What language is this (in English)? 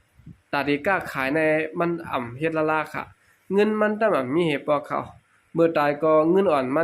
Shan